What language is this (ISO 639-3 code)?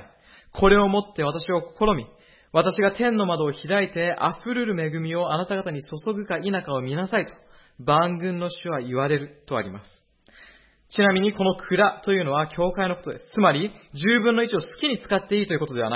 jpn